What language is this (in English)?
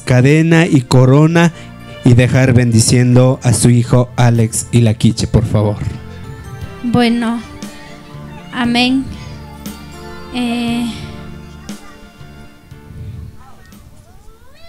Spanish